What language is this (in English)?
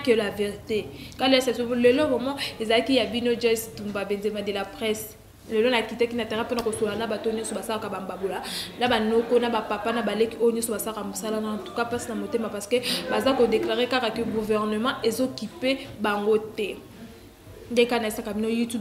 Lingala